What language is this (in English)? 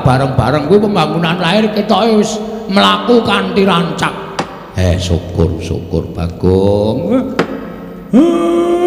Javanese